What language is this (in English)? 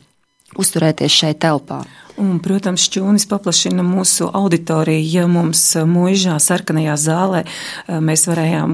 Latvian